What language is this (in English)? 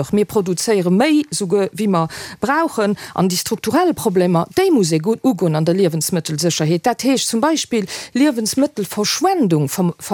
Luxembourgish